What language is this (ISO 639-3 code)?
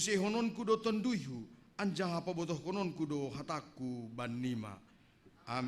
bts